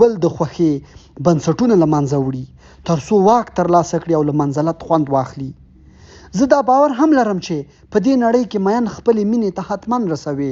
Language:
Pashto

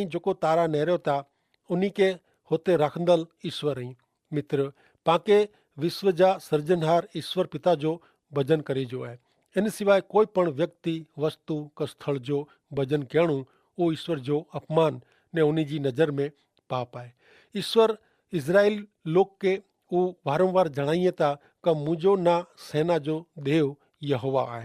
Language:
Kachhi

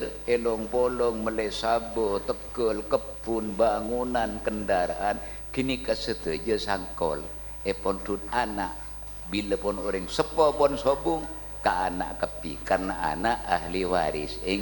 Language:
Madurese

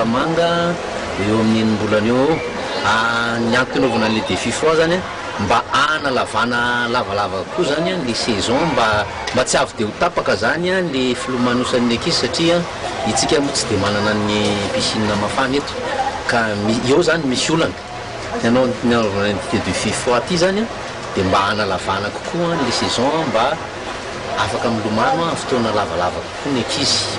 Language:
Malagasy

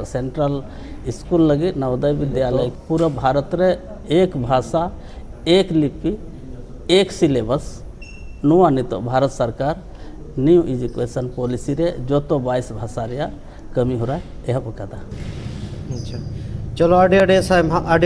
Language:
Santali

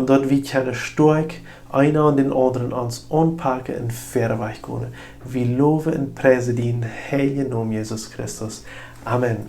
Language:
Plautdietsch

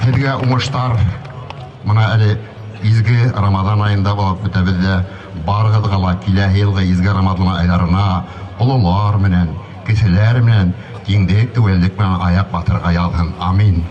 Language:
Bashkir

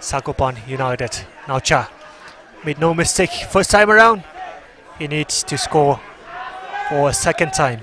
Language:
Tangkhul Naga (India)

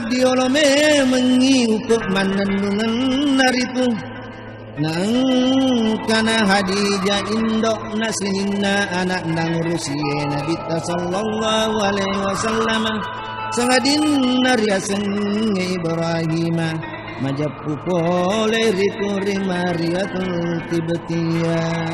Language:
Buginese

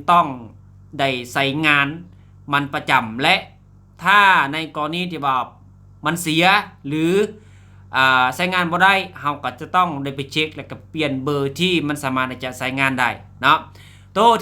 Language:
Lao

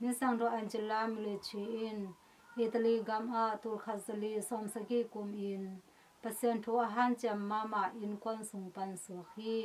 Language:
Tedim Chin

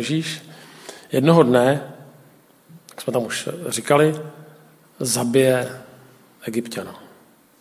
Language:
Czech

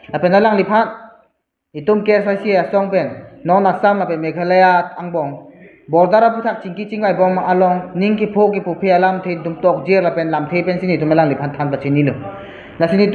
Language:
Karbi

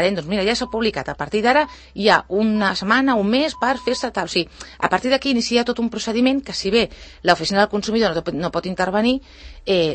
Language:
Catalan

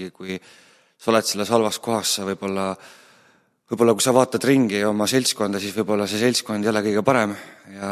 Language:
Estonian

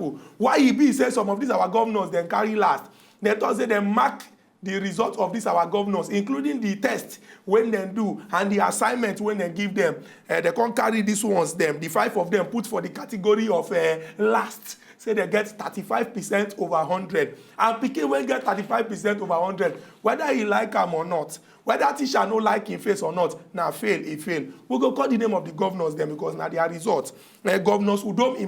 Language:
Nigerian Pidgin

